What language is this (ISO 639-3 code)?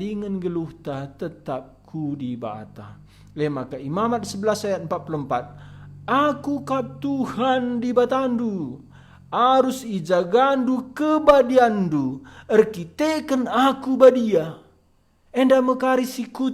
btx